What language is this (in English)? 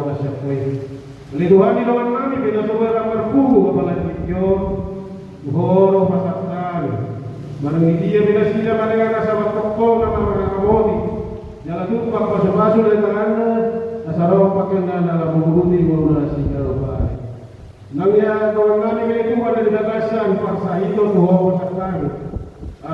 Batak Toba